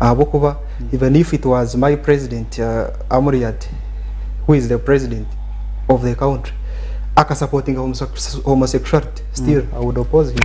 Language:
Nyankole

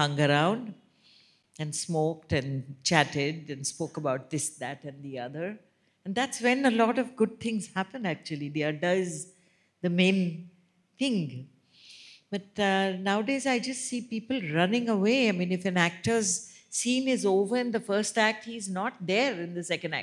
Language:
English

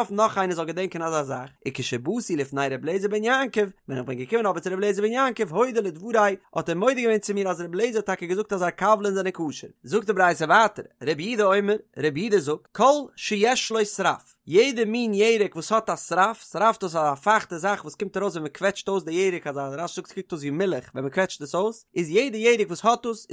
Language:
Yiddish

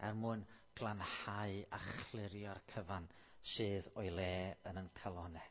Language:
Welsh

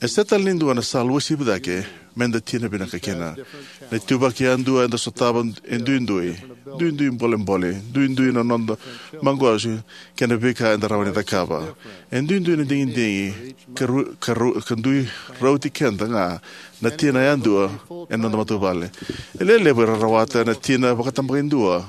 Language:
Fijian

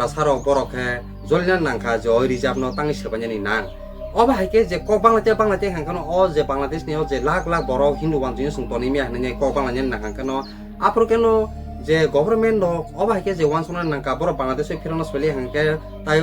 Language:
Kok Borok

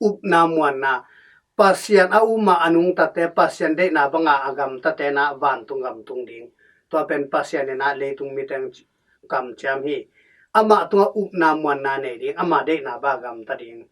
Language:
Tedim Chin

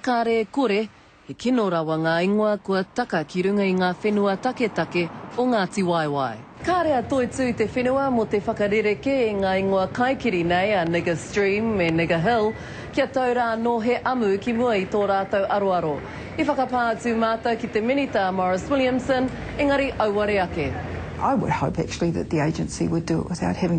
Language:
Māori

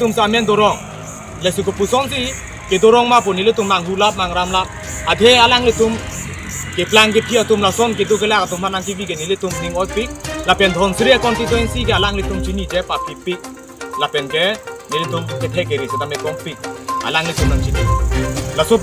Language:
Karbi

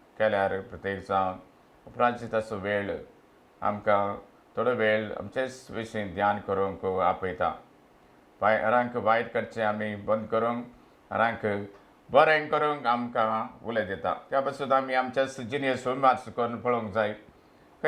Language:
Konkani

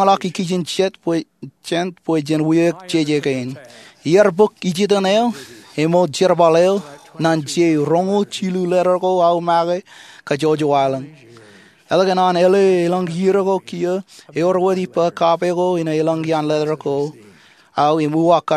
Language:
Marshallese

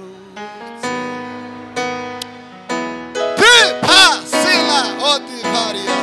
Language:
Kinyarwanda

